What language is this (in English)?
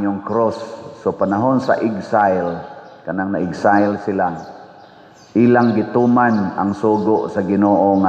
Cebuano